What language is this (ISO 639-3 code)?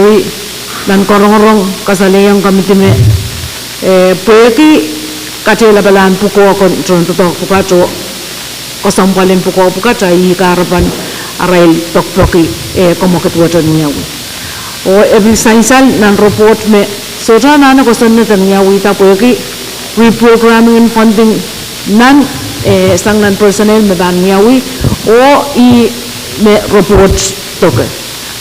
pon